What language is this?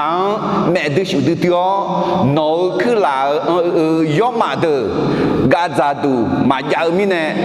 Akha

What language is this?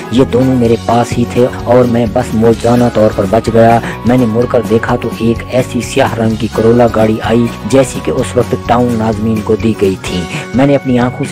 Urdu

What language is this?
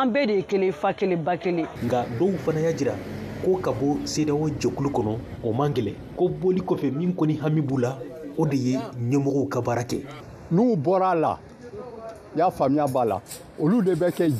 Bambara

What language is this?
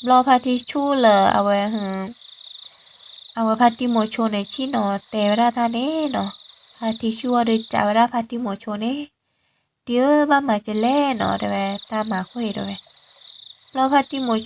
S'gaw Karen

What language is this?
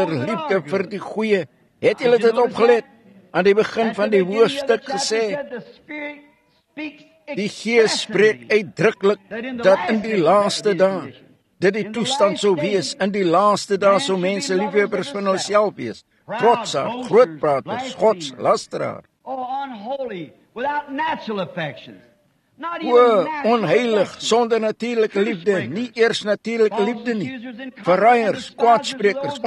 Afrikaans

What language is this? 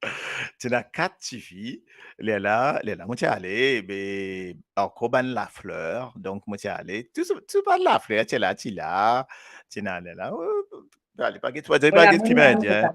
Morisyen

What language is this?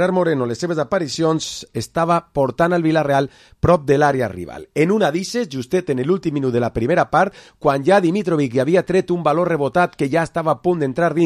Catalan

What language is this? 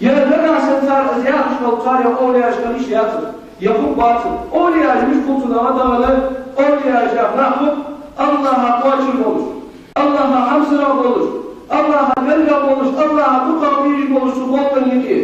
Ingush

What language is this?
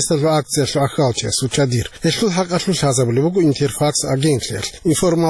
Avaric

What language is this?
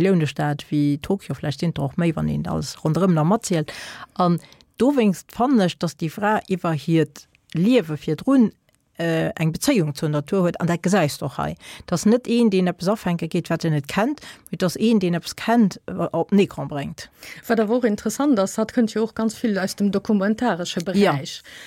Luxembourgish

